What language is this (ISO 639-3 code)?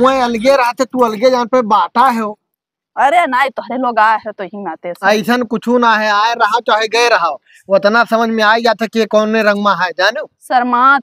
awa